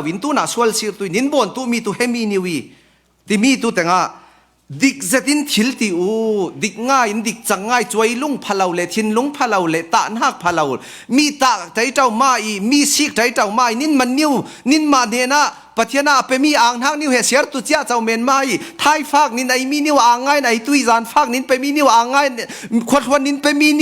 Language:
Falam Chin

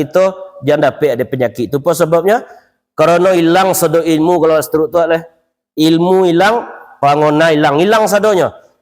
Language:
Minangkabau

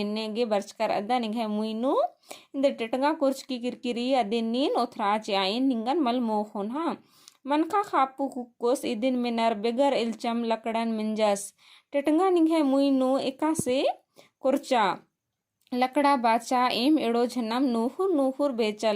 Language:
Kurukh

